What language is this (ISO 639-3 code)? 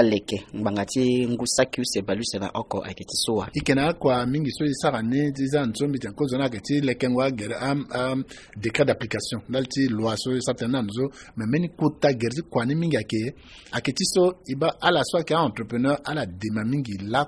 sag